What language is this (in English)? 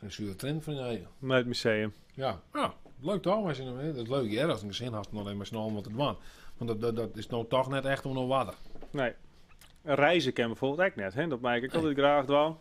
Western Frisian